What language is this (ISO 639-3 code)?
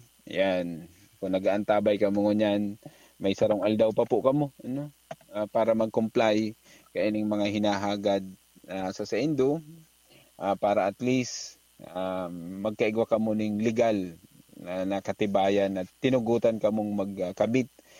bik